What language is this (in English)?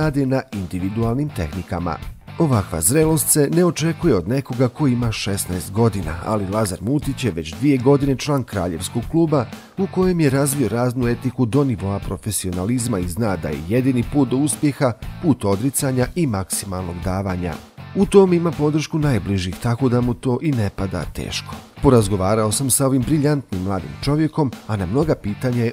Bosnian